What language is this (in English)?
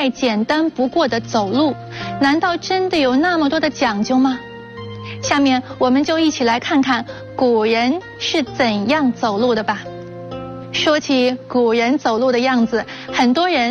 Chinese